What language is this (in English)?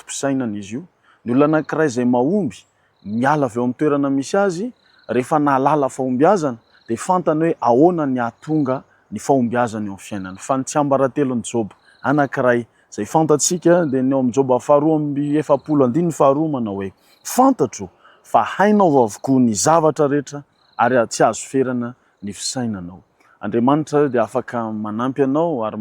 Malagasy